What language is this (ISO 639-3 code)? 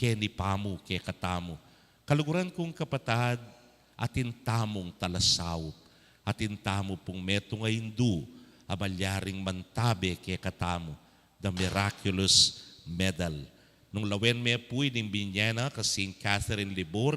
pam